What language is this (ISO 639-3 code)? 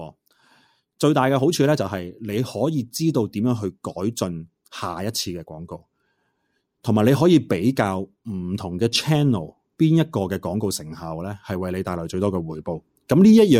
yue